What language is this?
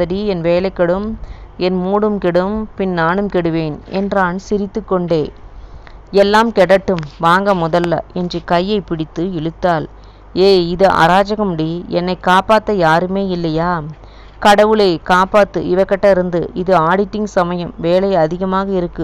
Tamil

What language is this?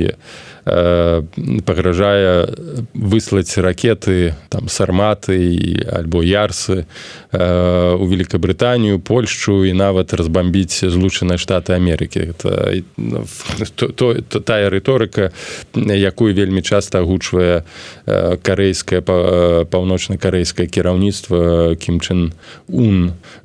Belarusian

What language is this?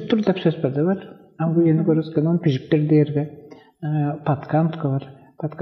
Tuvinian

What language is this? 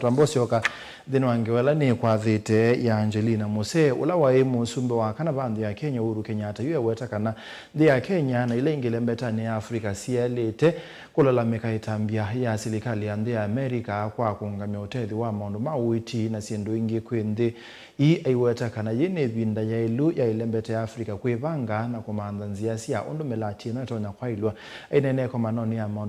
Kamba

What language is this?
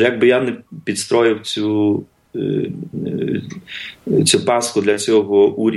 Ukrainian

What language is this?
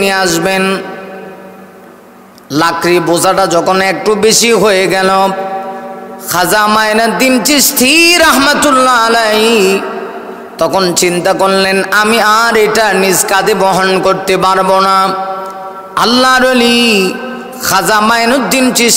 Bangla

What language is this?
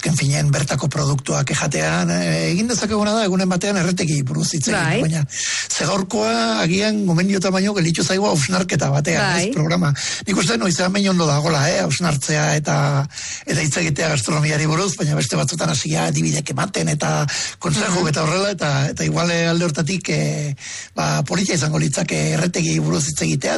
Basque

